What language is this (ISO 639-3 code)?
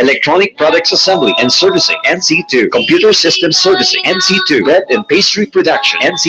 bik